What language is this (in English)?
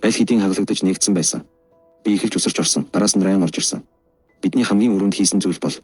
Mongolian